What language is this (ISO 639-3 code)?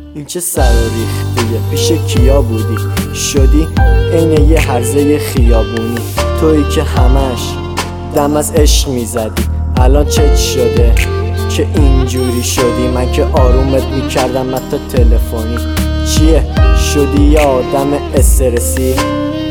fas